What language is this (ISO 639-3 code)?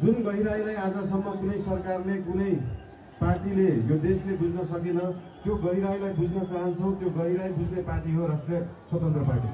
nep